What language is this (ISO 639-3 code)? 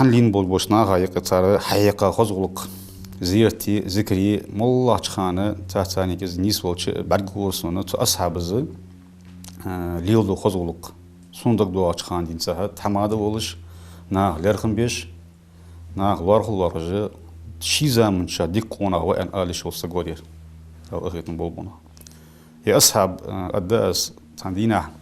inh